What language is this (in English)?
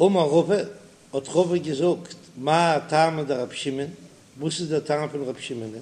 Yiddish